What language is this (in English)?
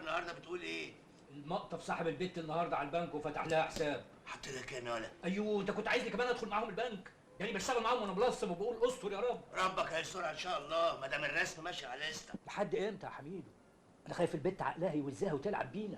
Egyptian Arabic